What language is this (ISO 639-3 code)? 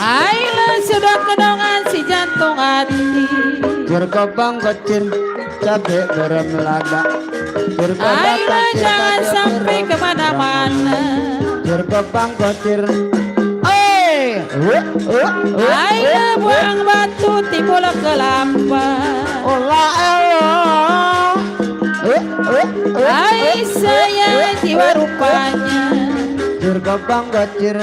bew